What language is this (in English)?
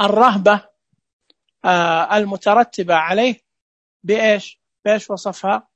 Najdi Arabic